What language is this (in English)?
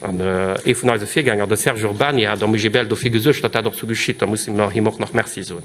Luxembourgish